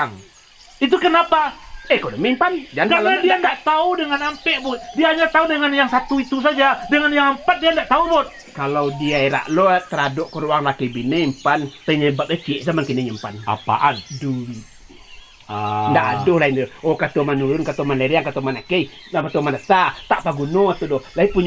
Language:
Minangkabau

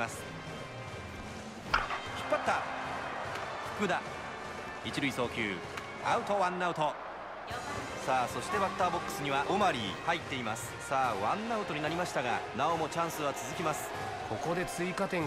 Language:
Japanese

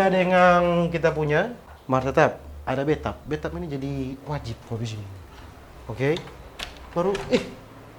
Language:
Manado Malay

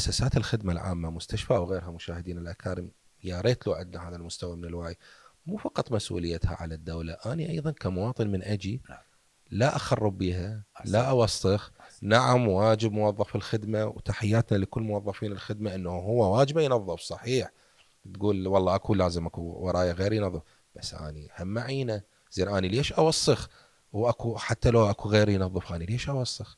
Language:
Mesopotamian Arabic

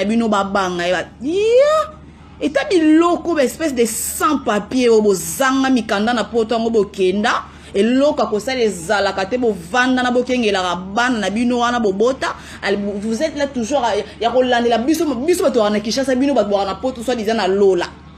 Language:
Lingala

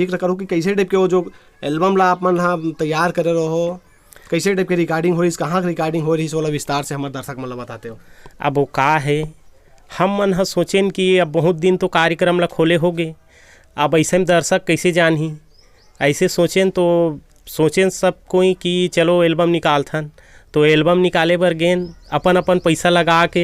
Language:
Chhattisgarhi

